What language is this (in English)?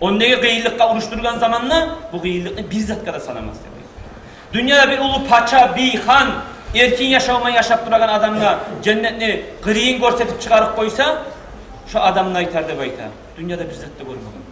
Kumyk